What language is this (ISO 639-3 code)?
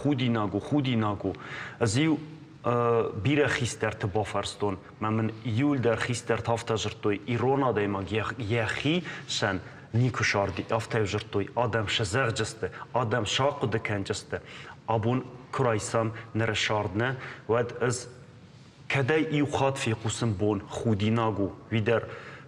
oss